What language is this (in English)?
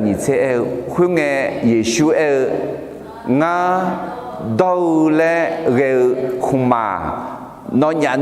Akha